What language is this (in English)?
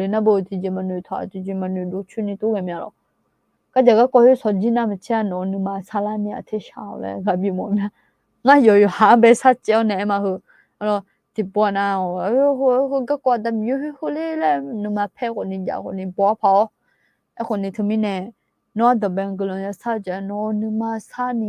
Akha